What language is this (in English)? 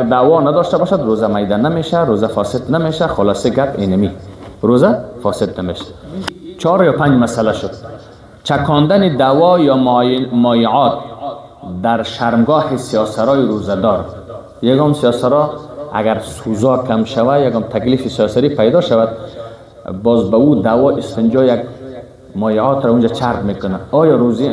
Persian